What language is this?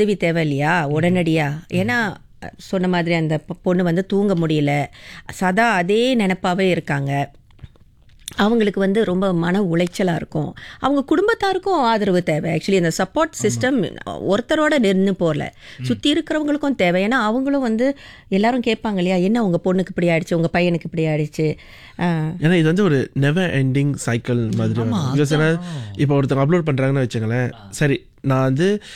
Tamil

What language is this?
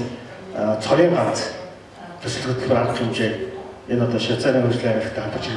Mongolian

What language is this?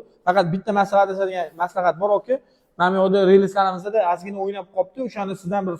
Uzbek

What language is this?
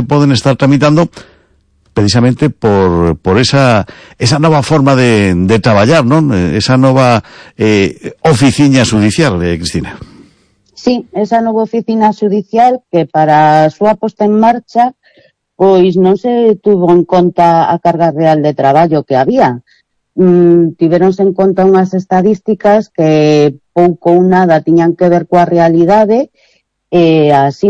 Galician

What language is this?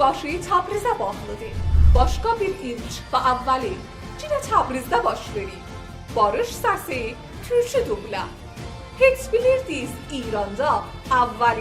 South Azerbaijani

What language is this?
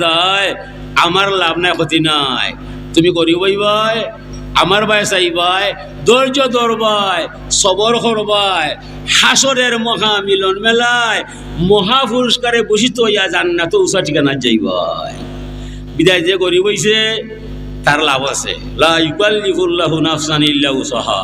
Sylheti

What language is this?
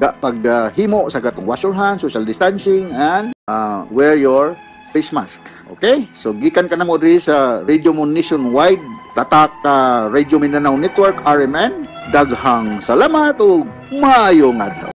Cebuano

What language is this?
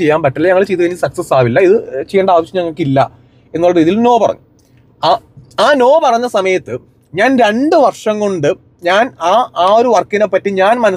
Malayalam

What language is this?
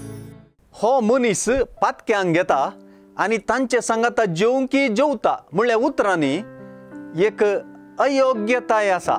Konkani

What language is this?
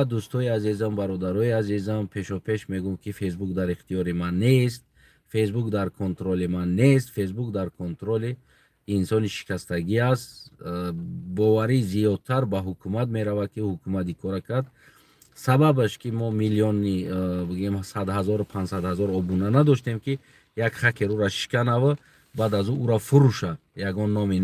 Tajik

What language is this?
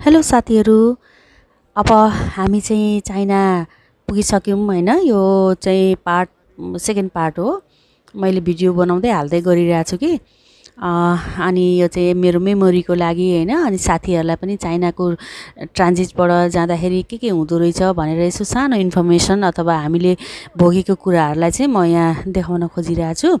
Nepali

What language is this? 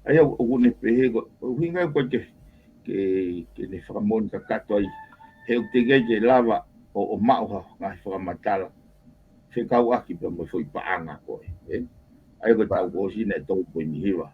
Tongan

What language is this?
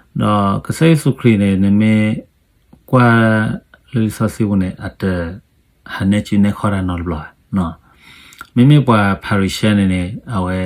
S'gaw Karen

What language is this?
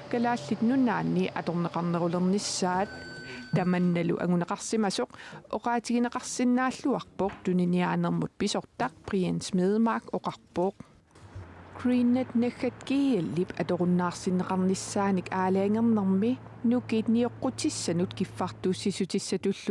Kalaallisut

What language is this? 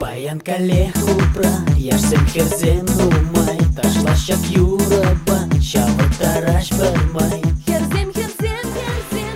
Chuvash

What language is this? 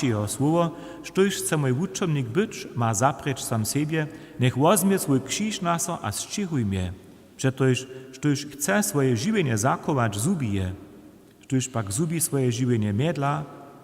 Upper Sorbian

